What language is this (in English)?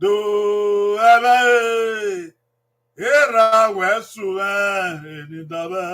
Bini